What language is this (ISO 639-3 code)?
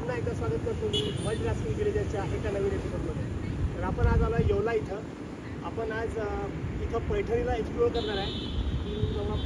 mar